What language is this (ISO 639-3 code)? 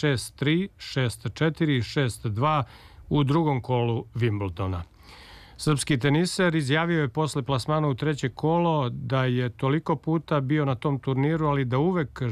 srp